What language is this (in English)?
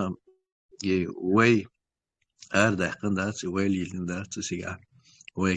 Chechen